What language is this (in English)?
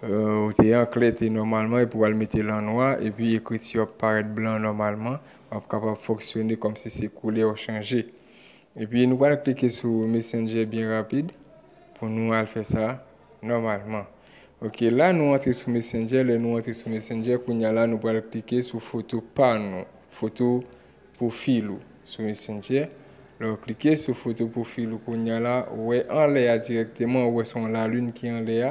Haitian Creole